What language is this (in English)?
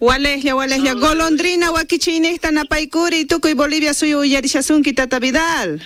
South Bolivian Quechua